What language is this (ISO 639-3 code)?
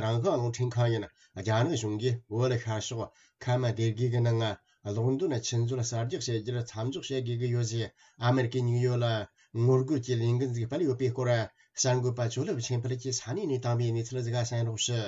bod